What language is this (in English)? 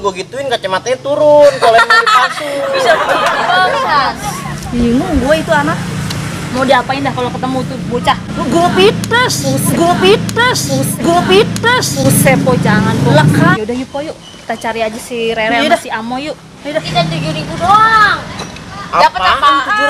Betawi